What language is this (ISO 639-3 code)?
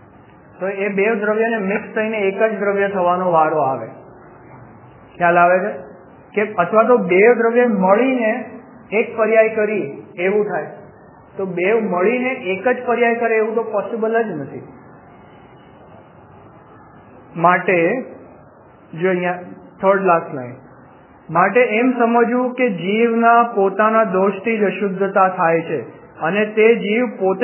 guj